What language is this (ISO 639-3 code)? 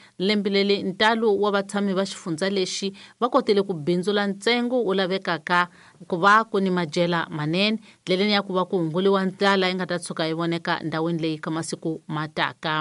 tso